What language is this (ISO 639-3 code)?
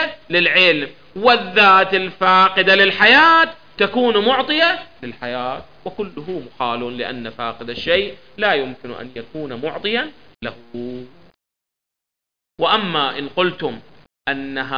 ara